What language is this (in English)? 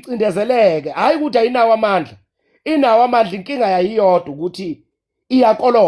Zulu